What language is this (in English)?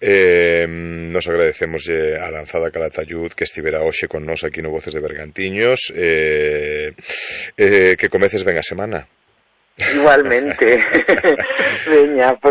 Galician